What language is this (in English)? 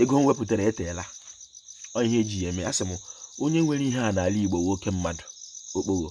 Igbo